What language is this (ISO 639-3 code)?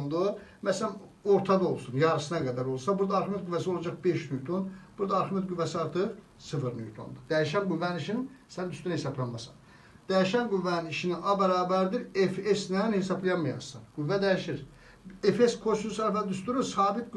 aze